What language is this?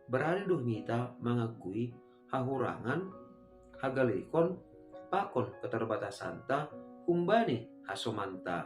Batak Simalungun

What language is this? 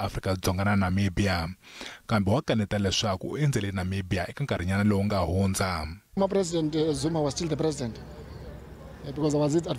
Tsonga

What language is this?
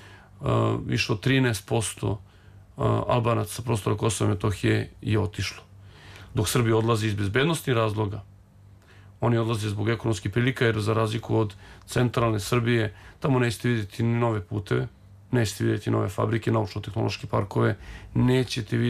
Serbian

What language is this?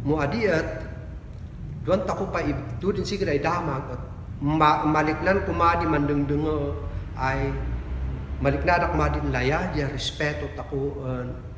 Kankanaey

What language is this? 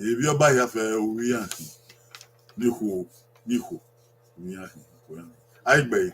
Bini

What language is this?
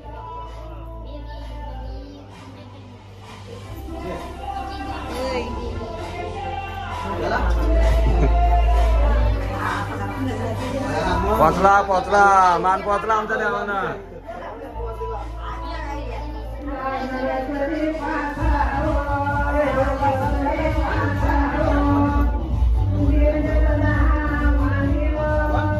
Marathi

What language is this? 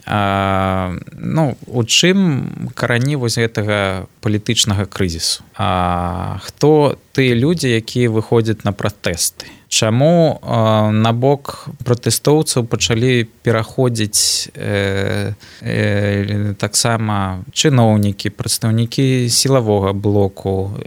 Belarusian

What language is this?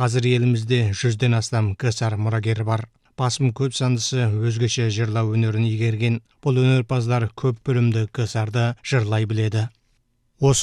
Kazakh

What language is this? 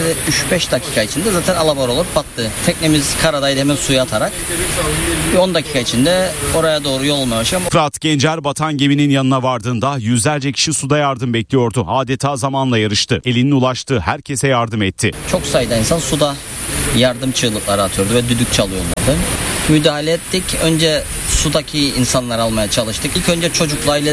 Turkish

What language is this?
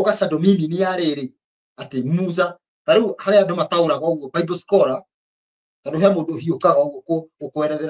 Kikuyu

